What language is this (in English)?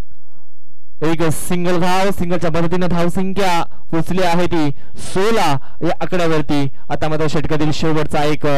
Marathi